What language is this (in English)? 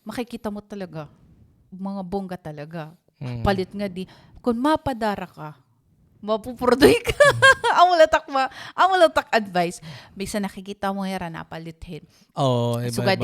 Waray